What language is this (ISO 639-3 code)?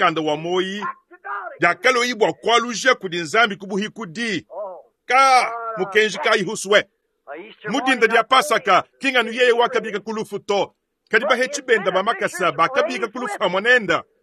lua